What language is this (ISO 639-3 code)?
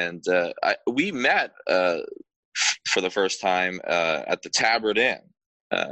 eng